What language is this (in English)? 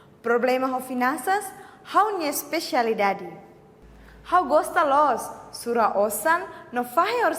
Tetum